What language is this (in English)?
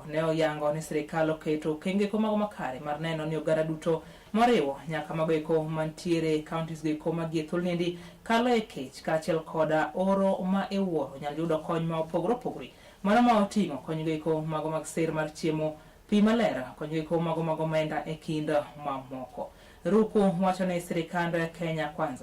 Luo (Kenya and Tanzania)